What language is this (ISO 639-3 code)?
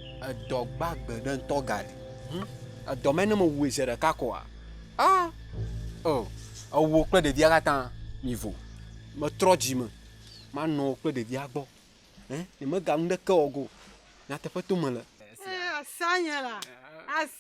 ewe